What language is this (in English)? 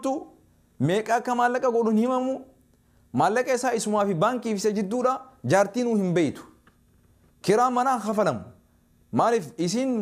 Oromo